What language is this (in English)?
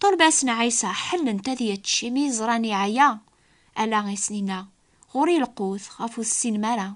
Kabyle